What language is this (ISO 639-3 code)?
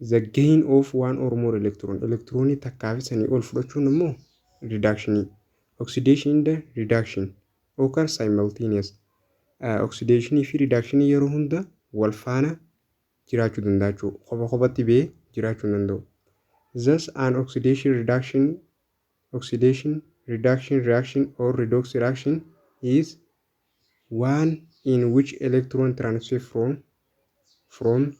orm